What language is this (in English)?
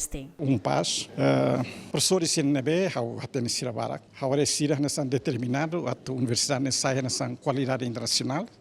Tetum